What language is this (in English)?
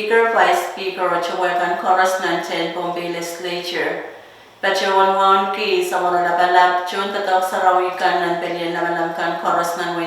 Pohnpeian